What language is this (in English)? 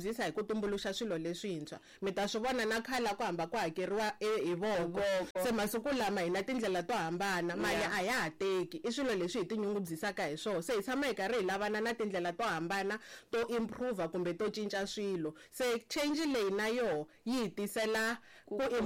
Tsonga